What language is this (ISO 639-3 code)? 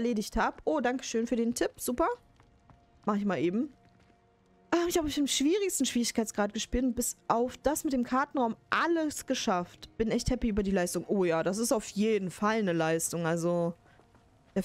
deu